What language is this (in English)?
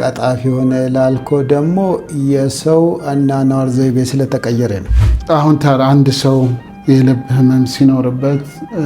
Amharic